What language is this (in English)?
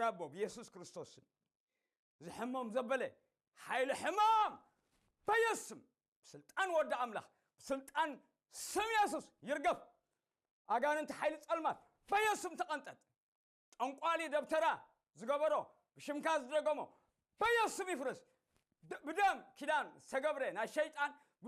Tigrinya